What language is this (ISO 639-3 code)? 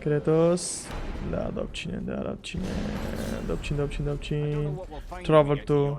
kur